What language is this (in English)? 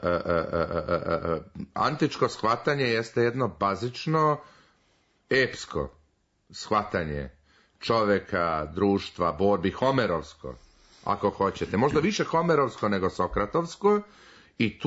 Serbian